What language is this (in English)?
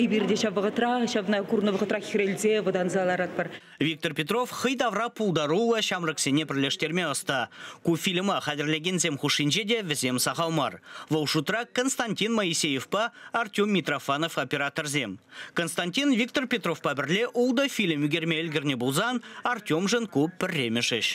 Chuvash